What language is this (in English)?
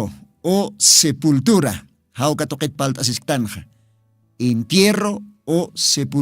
Aymara